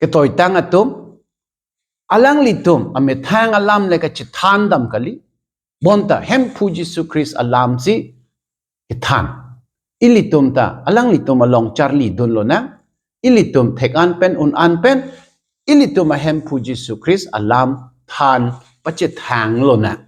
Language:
Karbi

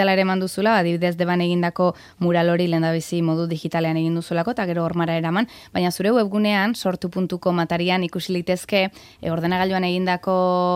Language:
Basque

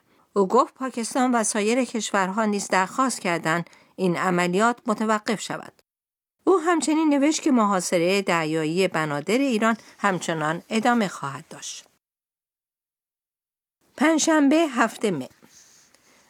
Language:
Persian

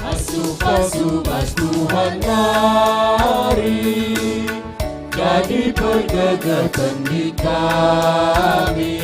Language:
Batak Karo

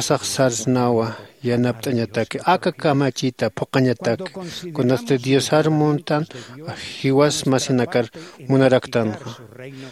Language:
Aymara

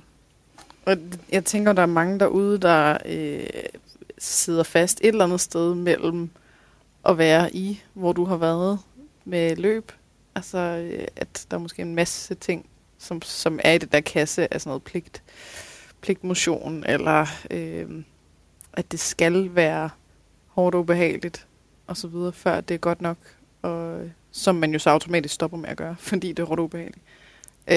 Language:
Danish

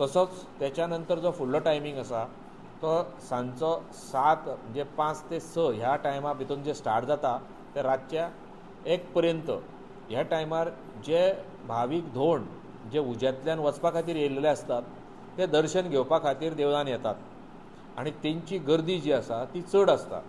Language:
Konkani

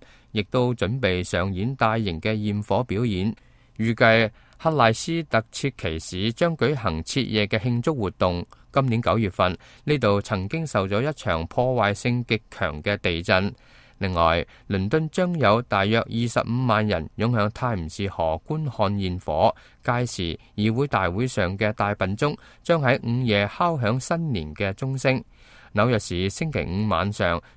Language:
Cantonese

